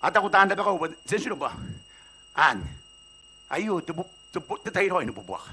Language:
Gilbertese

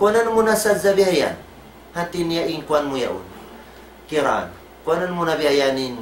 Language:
Tausug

